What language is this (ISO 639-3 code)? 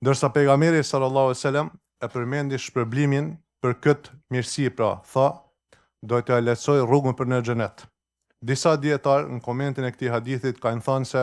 sqi